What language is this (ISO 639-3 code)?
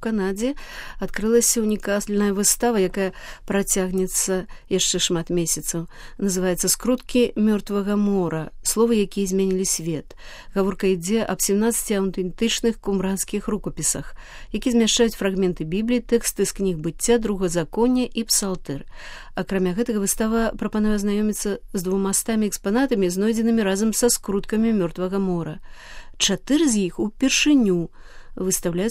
bel